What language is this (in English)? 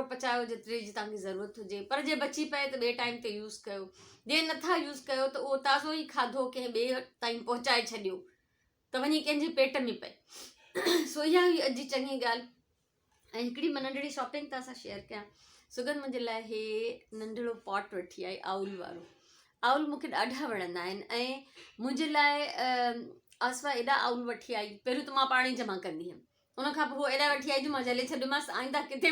Sindhi